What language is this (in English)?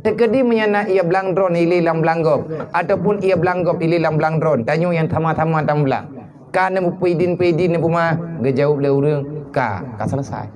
Achinese